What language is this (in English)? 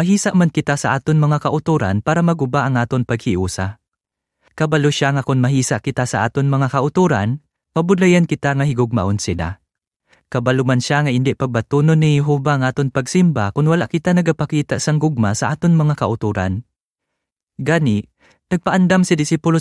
Hiligaynon